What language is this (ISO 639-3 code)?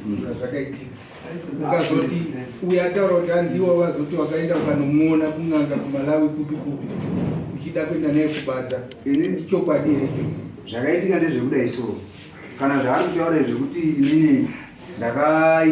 sna